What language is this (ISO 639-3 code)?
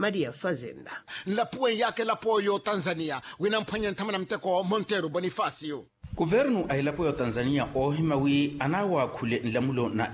vmw